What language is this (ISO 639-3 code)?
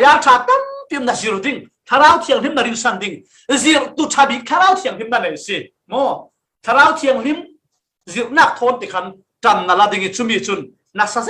cfm